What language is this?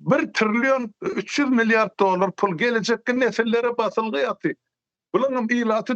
Turkmen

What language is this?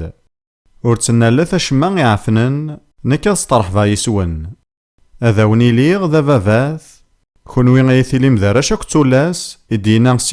Kabyle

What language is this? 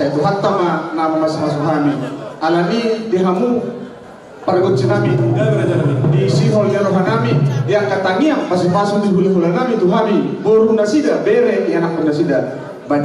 Batak Toba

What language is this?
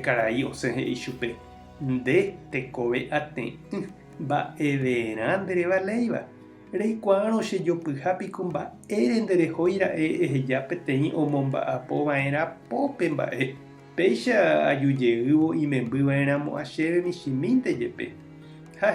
Guarani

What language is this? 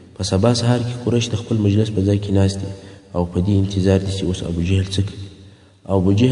Pashto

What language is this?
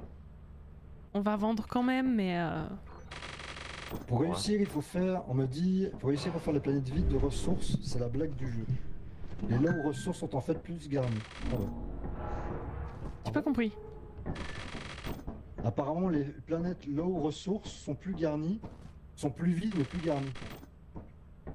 French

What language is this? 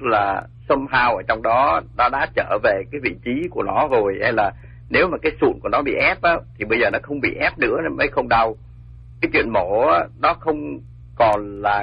Vietnamese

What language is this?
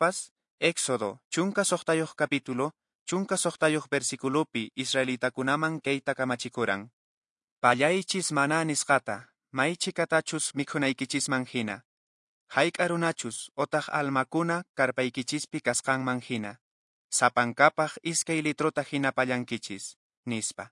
Quechua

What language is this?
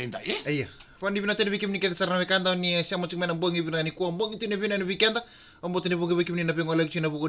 Fijian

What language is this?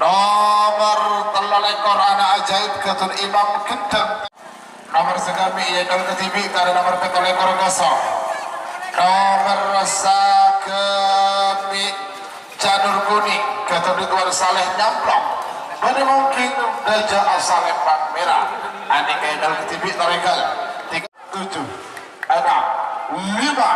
Madurese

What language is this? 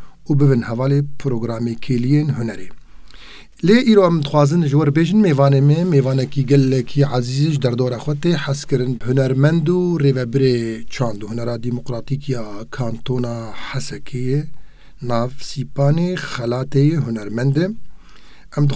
Kurdish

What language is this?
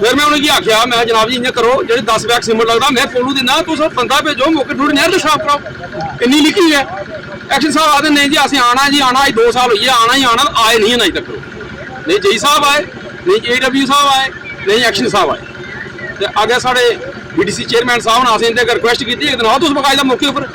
Dogri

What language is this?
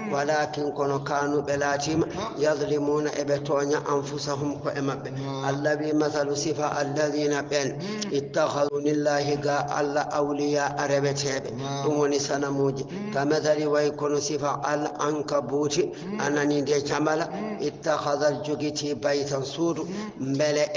Fula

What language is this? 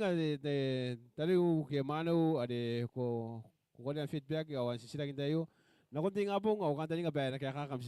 Gilbertese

